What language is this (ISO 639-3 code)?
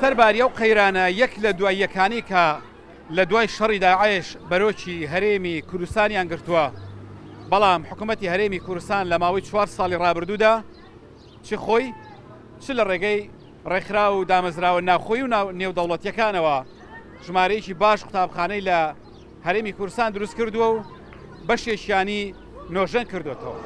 ckb